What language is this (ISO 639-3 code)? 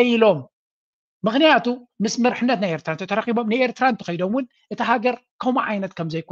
tir